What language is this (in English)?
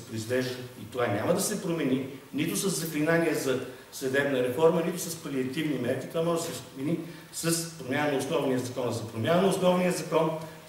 Bulgarian